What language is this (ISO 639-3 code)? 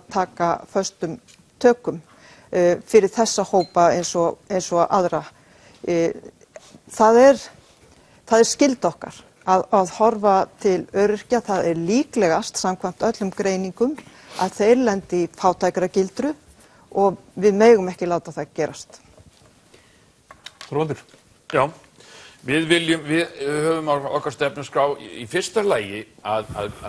isl